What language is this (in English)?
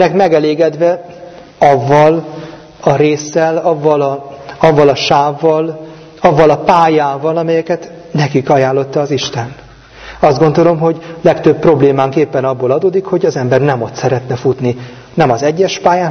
Hungarian